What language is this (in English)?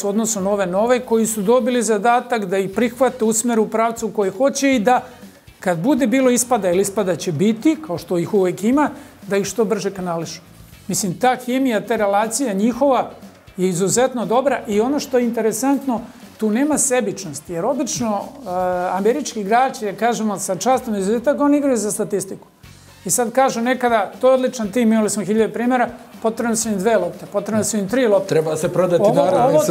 Bosnian